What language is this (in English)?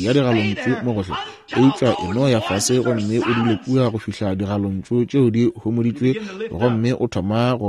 Northern Sotho